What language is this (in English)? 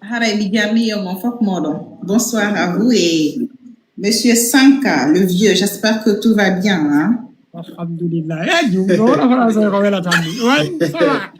Fula